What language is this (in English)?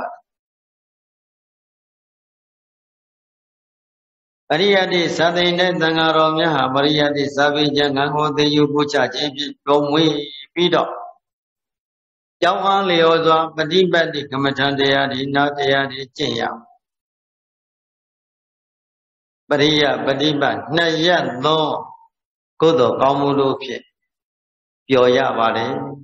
Burmese